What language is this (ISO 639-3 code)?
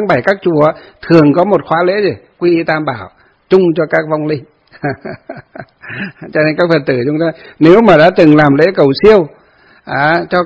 vie